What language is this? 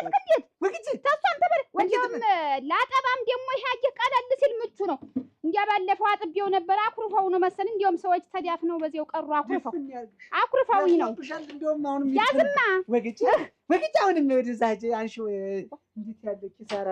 Amharic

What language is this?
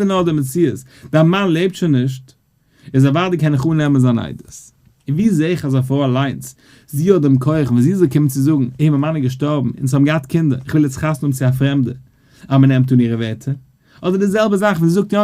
Yiddish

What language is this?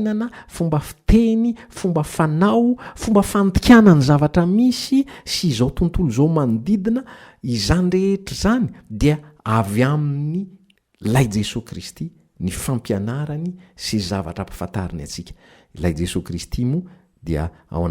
Malagasy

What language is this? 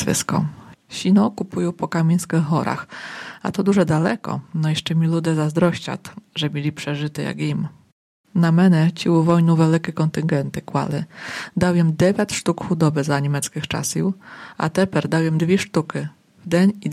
Polish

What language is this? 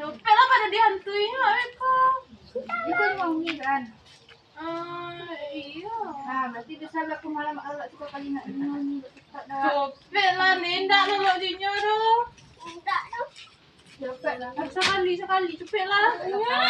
Minangkabau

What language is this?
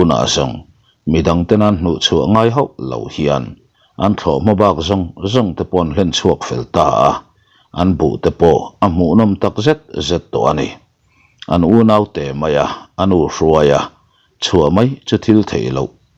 Mizo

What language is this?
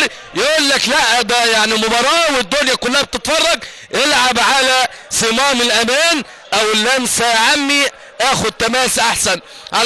Egyptian Arabic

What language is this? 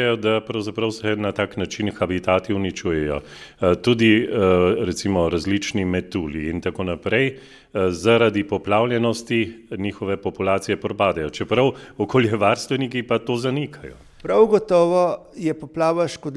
Slovenian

